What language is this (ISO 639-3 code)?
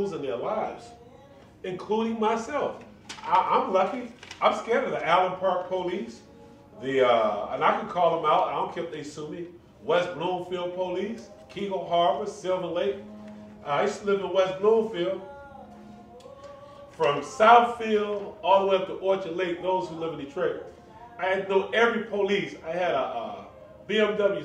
eng